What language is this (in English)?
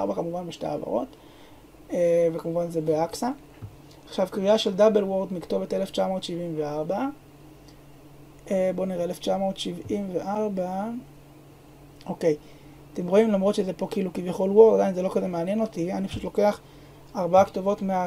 Hebrew